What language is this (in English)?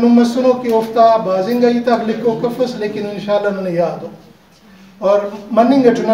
Brahui